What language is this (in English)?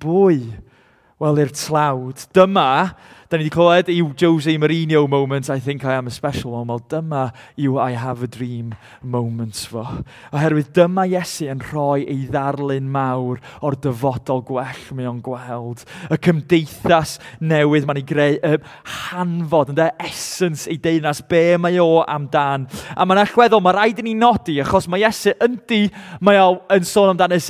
Welsh